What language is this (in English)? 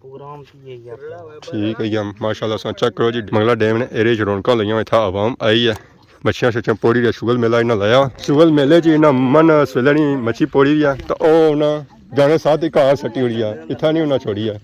Pahari-Potwari